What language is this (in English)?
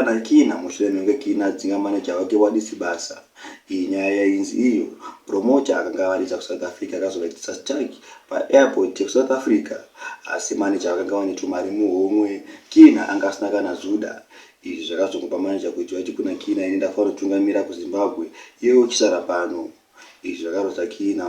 Shona